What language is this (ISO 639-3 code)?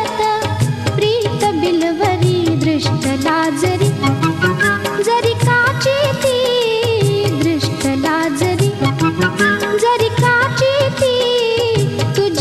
mar